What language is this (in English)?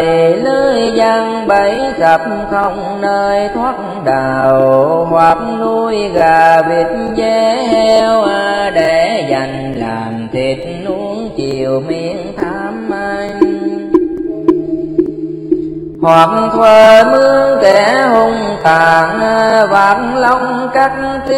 Vietnamese